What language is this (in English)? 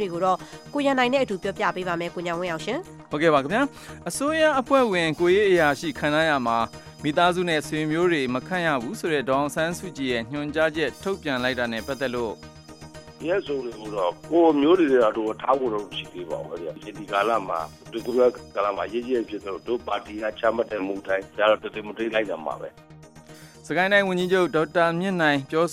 Burmese